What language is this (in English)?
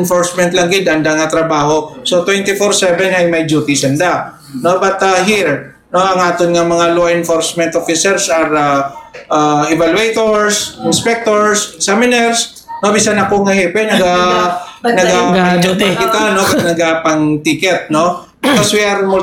Hiligaynon